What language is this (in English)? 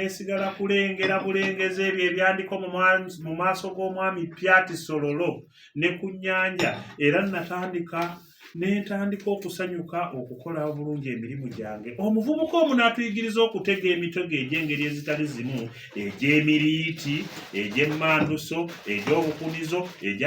Ganda